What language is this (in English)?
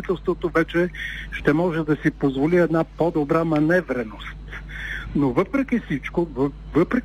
Bulgarian